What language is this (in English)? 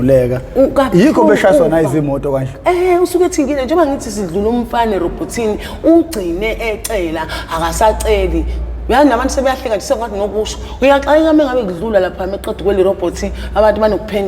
Zulu